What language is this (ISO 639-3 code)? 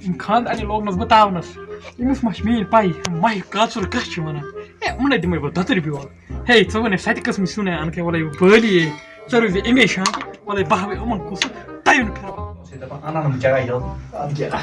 kas